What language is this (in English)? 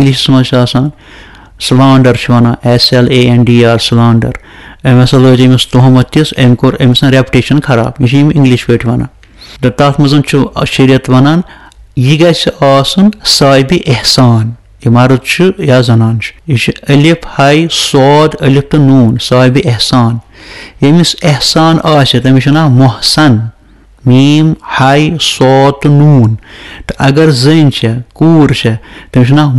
Kashmiri